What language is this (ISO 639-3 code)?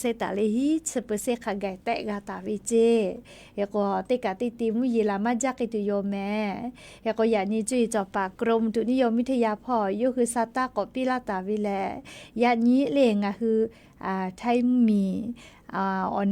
lhu